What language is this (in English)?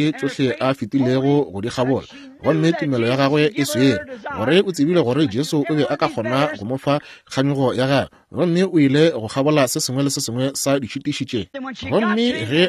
Northern Sotho